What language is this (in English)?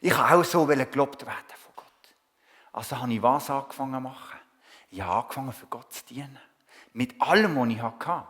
Swiss German